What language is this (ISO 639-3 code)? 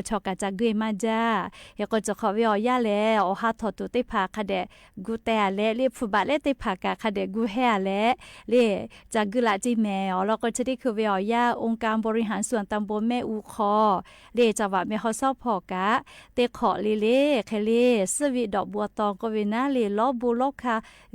lhu